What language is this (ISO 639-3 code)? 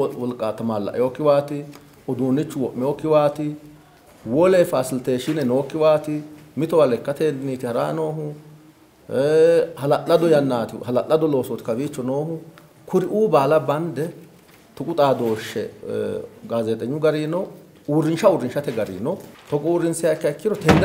sid